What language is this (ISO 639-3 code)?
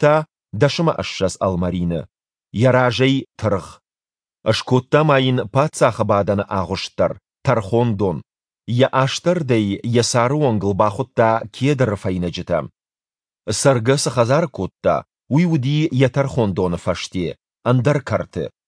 oss